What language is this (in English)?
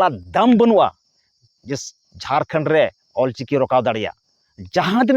Santali